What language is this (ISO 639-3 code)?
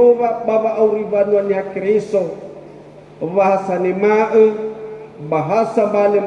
nia